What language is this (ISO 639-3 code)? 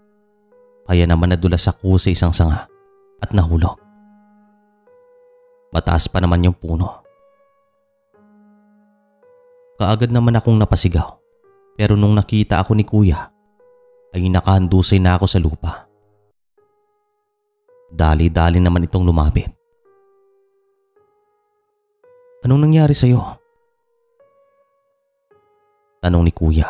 fil